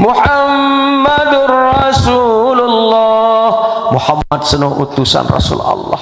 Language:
Sasak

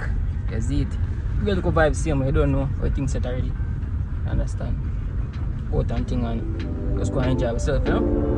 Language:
Jamaican Creole English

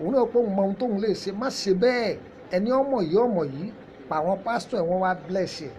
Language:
Yoruba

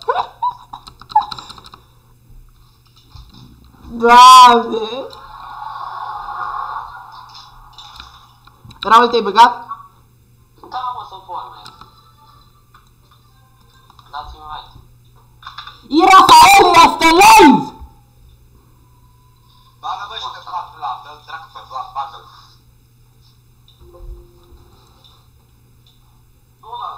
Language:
Romanian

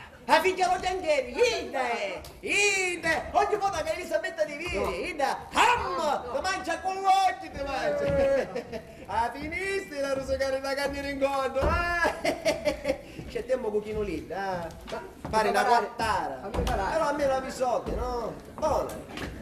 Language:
Sicilian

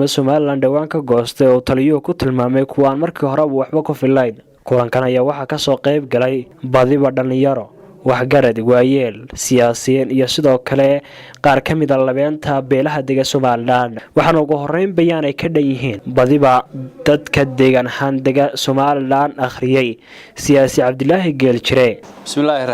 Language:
Somali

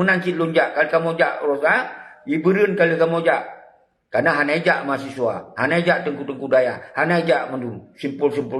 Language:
Achinese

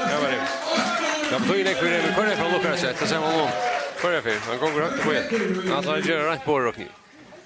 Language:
Faroese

